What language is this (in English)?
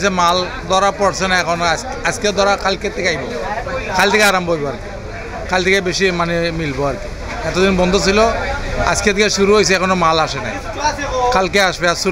Sylheti